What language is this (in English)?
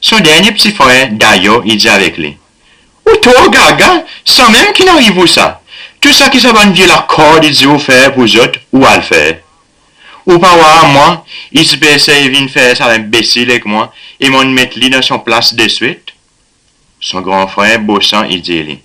Seselwa Creole French